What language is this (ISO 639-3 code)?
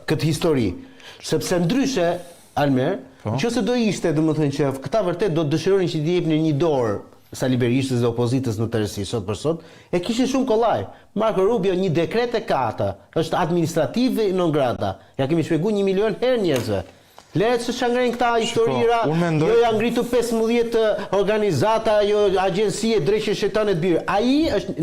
sqi